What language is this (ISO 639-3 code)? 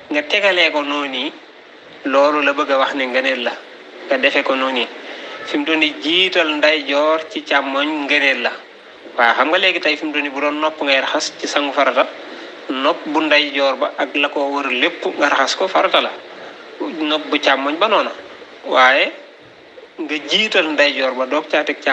wol